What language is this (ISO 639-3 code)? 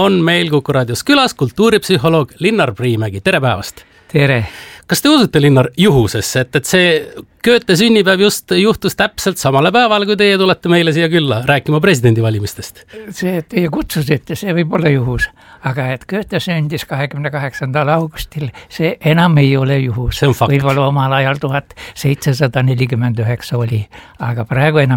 est